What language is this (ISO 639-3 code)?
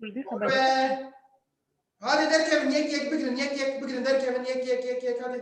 kur